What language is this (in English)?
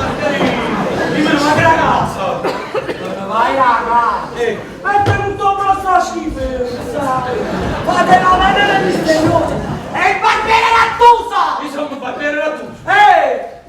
Neapolitan